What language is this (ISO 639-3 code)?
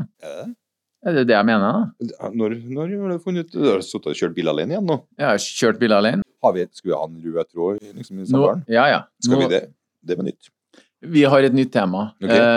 nor